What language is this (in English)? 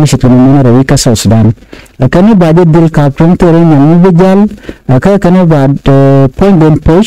Nuer